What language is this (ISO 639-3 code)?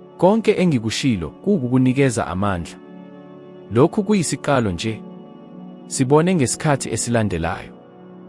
zul